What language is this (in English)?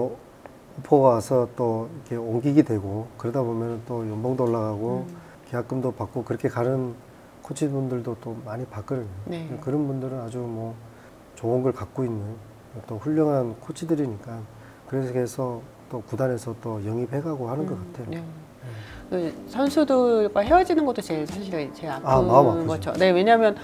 Korean